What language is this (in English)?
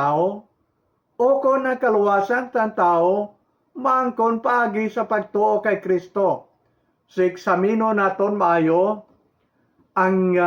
Hiligaynon